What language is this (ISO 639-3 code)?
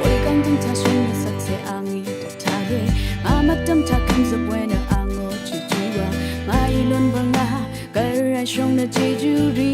raw